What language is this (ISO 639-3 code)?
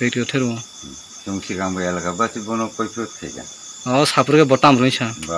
trp